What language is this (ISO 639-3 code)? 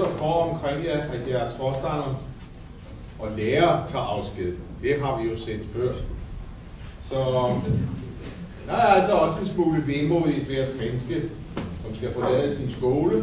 dan